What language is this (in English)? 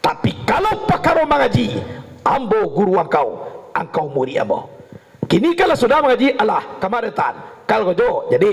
Minangkabau